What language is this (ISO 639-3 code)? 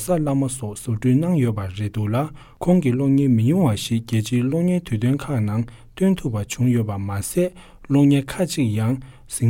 bod